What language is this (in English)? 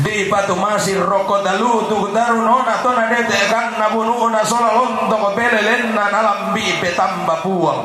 Toraja-Sa'dan